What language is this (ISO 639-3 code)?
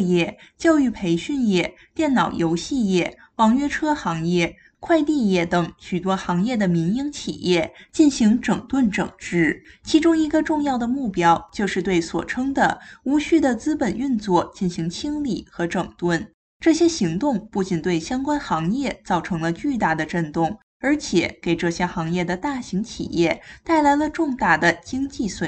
zho